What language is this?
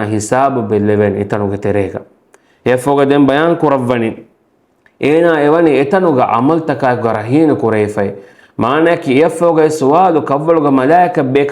Divehi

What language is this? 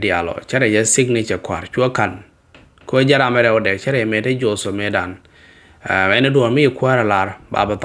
Nuer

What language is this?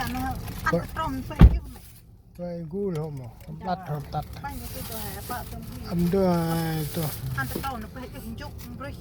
Central Mnong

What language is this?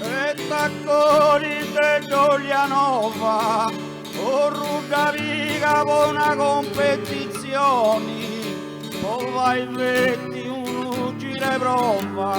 Sardinian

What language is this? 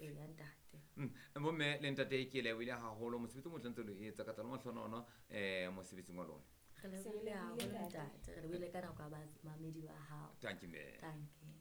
Southern Sotho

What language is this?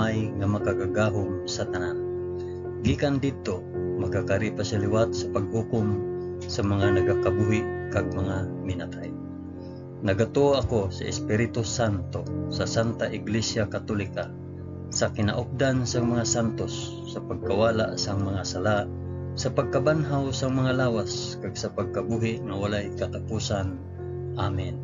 Hiligaynon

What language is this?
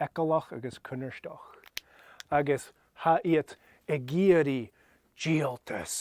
Scottish Gaelic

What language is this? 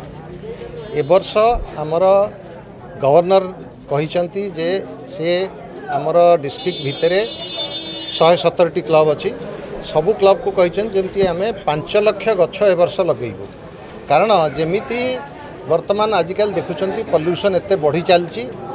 Odia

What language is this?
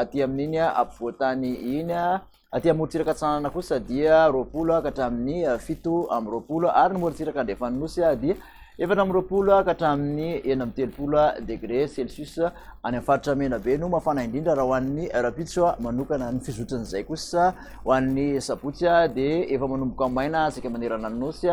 Malagasy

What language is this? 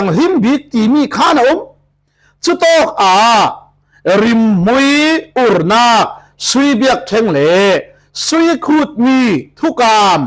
Falam Chin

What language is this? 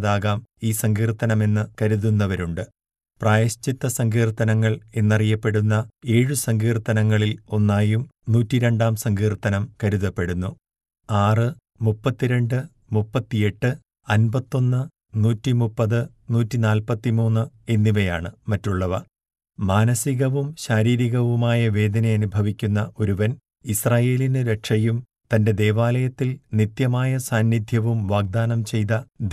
Malayalam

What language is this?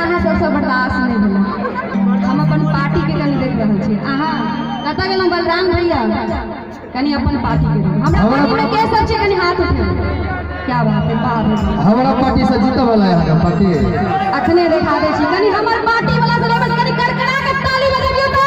Maithili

